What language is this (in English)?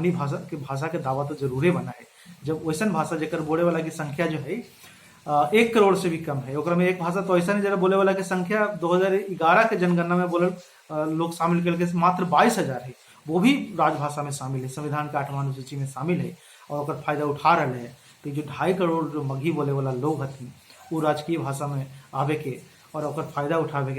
Magahi